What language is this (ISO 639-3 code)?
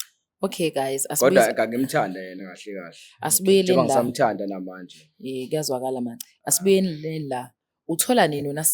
zul